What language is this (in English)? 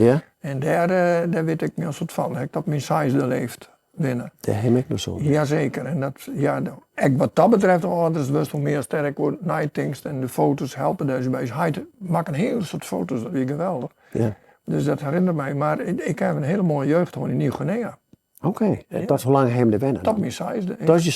Western Frisian